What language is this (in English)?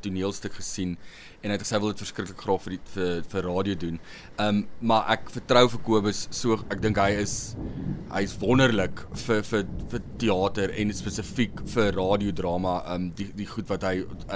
Afrikaans